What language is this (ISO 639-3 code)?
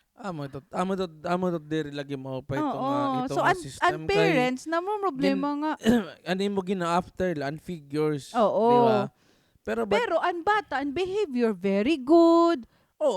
war